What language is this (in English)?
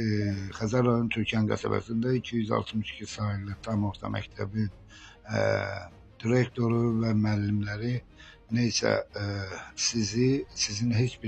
Azerbaijani